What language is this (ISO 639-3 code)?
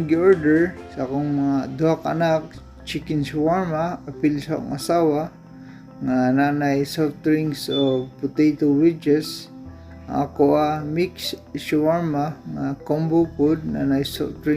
ceb